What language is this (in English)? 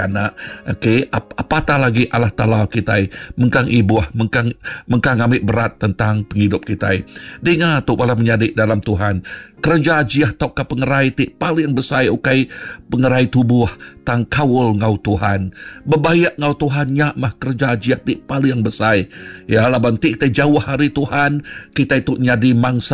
Iban